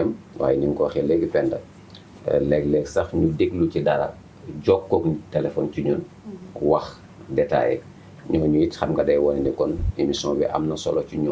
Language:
Wolof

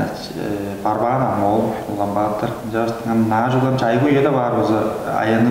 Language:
Tuvinian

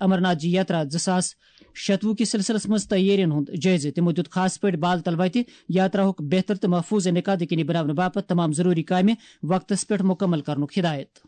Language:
Kashmiri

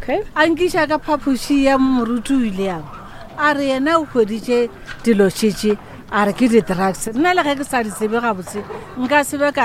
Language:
Northern Sotho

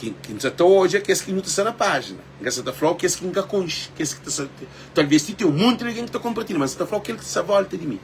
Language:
Kabuverdianu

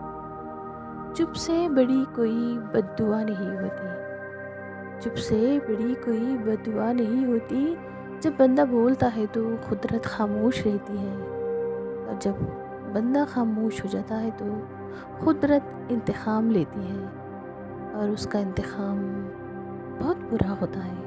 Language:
Urdu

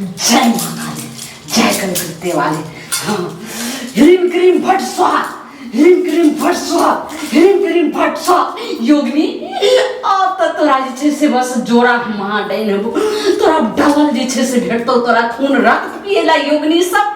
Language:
Maithili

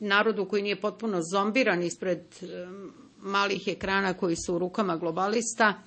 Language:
Serbian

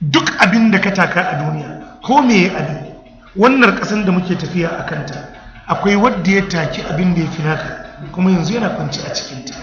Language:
Hausa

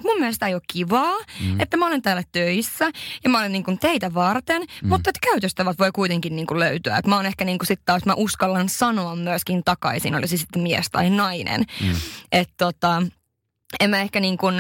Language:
Finnish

